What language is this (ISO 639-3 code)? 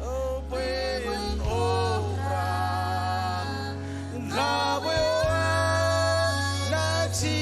mah